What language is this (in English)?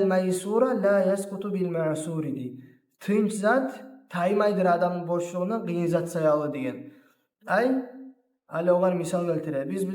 Kumyk